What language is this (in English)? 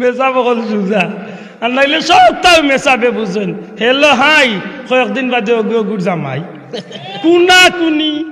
Sylheti